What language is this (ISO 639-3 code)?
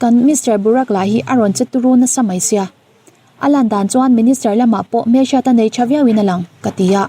lus